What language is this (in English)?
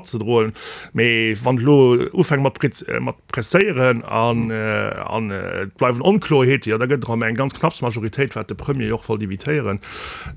Luxembourgish